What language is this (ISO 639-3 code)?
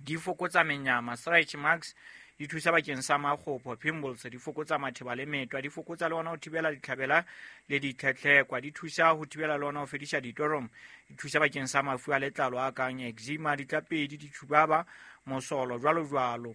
sot